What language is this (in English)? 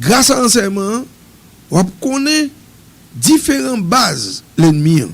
Haitian Creole